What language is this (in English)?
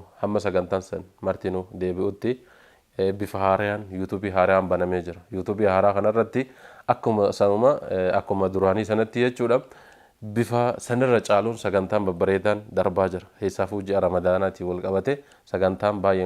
Oromo